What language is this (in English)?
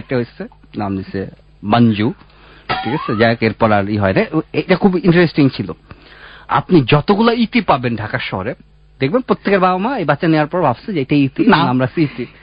Bangla